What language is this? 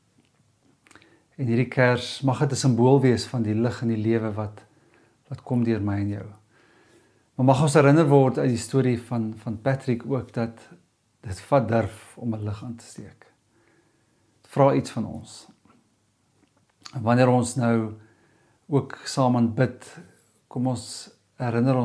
Afrikaans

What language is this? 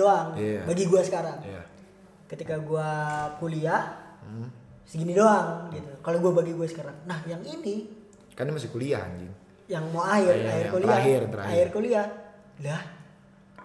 Indonesian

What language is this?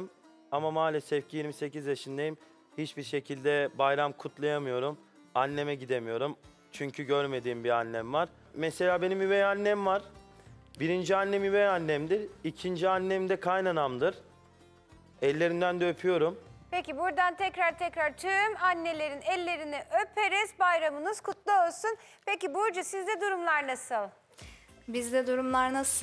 Turkish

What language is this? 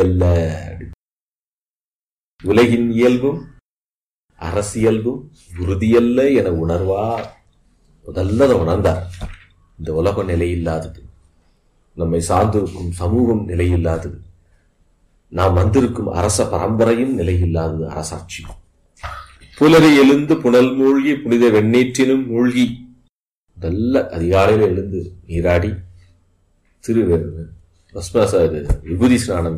Tamil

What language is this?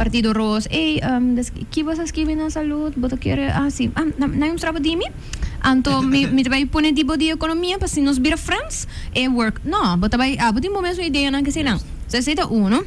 Papiamento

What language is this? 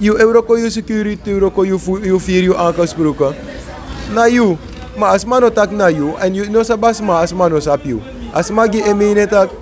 Sranan Tongo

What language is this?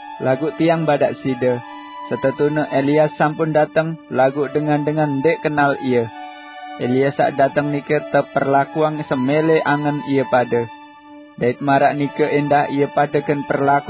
Sasak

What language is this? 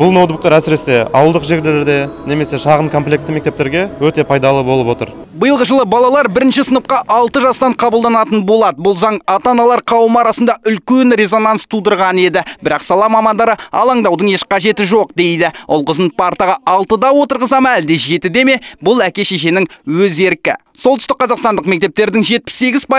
Kazakh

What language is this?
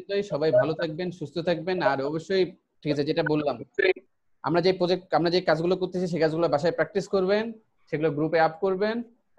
Bangla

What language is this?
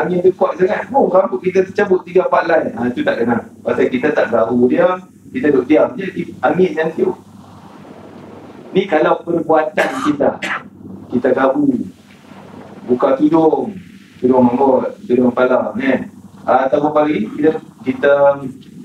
Malay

